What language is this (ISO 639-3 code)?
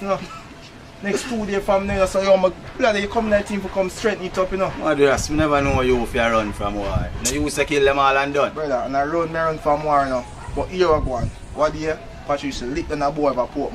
jam